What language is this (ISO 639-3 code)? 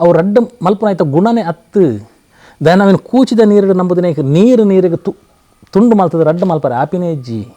tcy